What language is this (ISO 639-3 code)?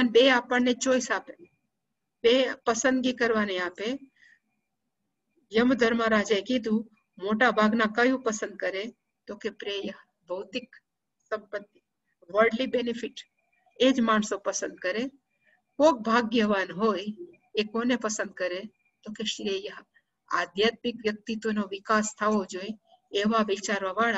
guj